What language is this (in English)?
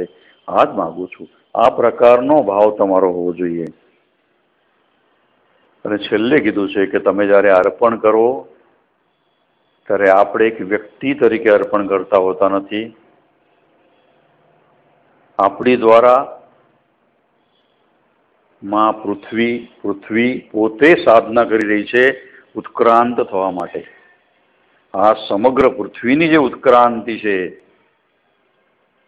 Gujarati